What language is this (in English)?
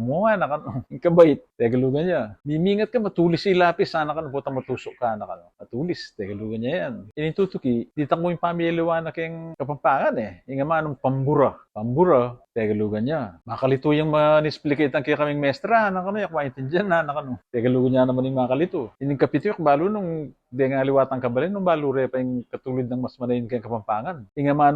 Pampanga